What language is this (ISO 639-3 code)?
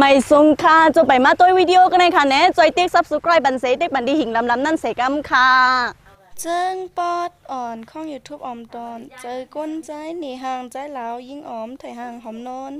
shn